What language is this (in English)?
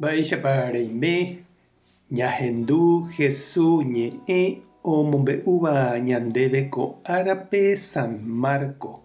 Guarani